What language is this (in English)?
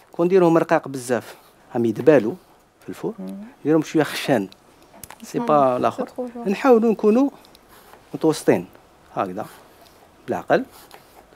Algerian Arabic